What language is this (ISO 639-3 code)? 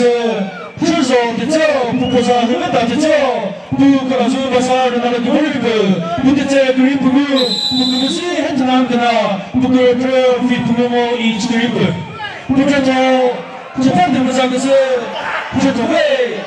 nri